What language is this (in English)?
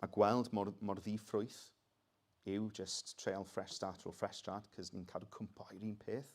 Welsh